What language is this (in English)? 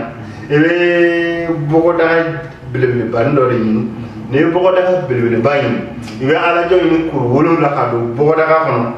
Bambara